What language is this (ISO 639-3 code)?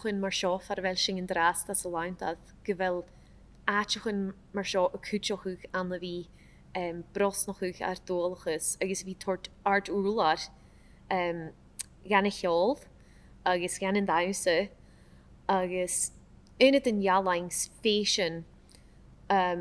gla